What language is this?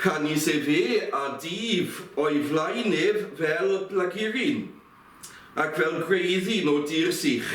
Welsh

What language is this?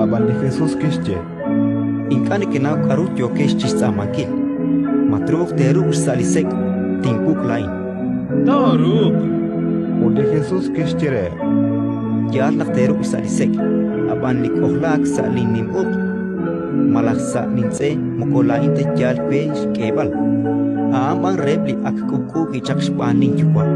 Kekchí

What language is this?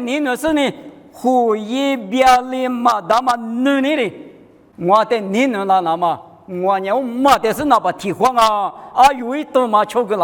Lisu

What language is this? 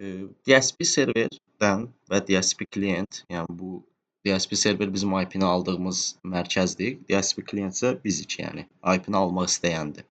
Azerbaijani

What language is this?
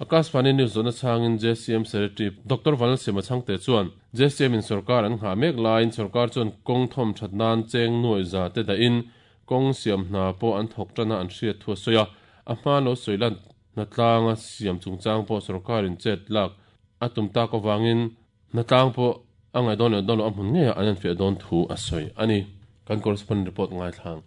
Mizo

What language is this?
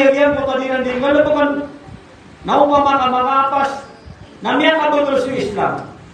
Maranao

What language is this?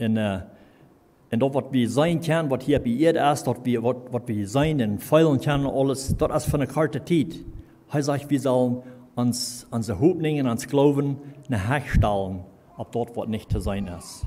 Plautdietsch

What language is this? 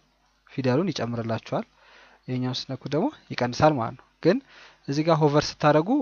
Amharic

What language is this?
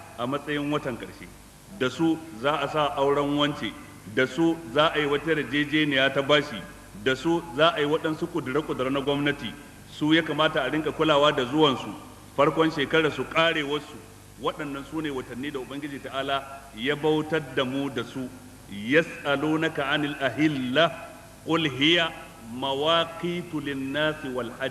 Hausa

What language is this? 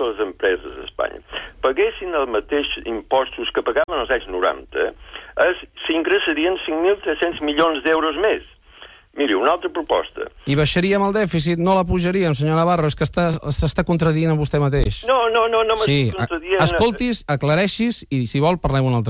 Catalan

